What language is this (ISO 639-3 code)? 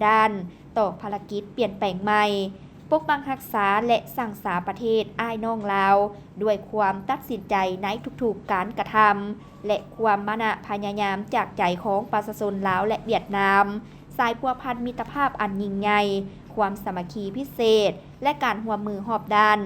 lao